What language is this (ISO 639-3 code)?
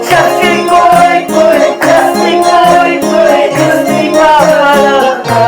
que